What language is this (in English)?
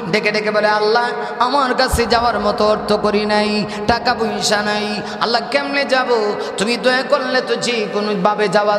Bangla